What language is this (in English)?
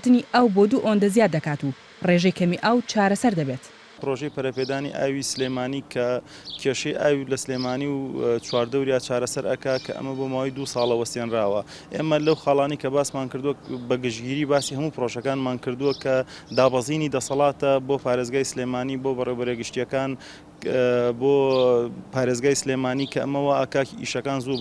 Central Kurdish